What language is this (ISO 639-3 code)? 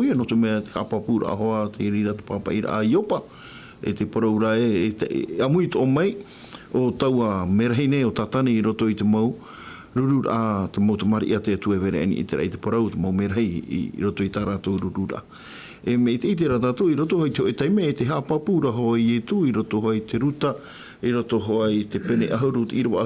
tah